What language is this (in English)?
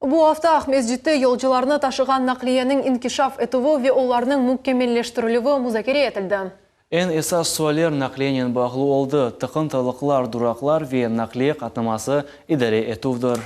Crimean Tatar